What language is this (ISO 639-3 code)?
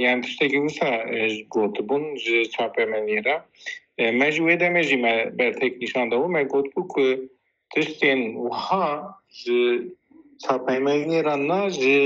kur